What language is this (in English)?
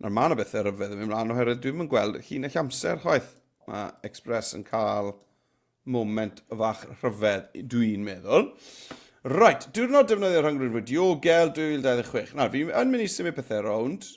Welsh